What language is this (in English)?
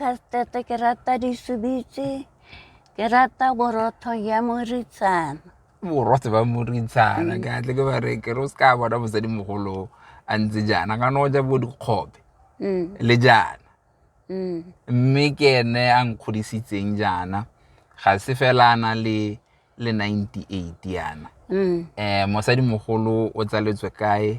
Tswana